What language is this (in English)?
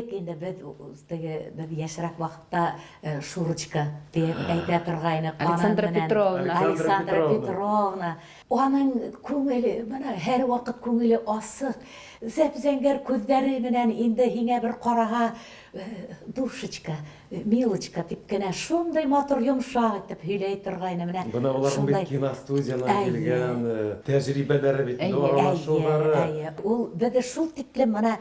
Bashkir